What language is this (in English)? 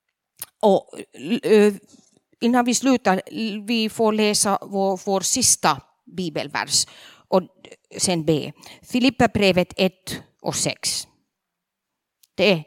Swedish